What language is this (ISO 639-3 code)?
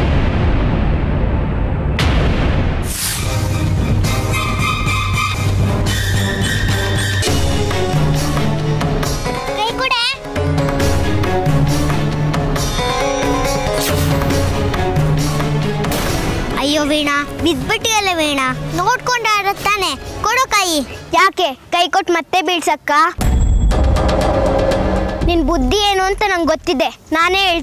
kan